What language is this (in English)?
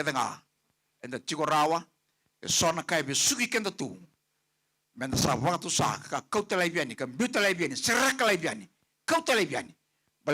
Fijian